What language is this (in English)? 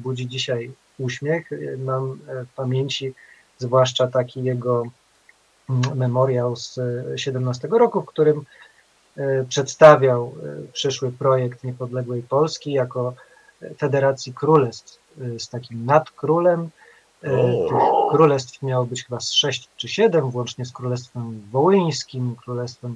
Polish